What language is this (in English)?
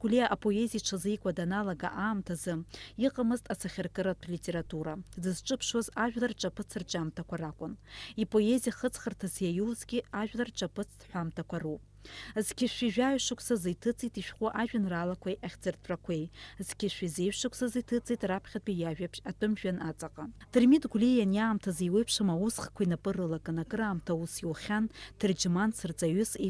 Abkhazian